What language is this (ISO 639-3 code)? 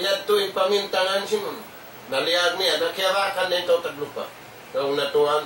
tsg